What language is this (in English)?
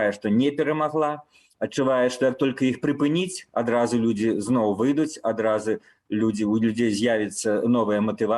Belarusian